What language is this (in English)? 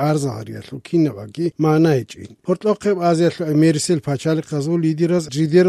Avaric